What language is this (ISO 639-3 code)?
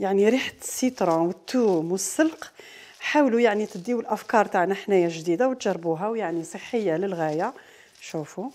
arq